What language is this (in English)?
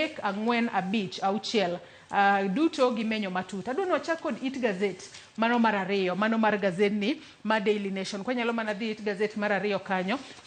Luo (Kenya and Tanzania)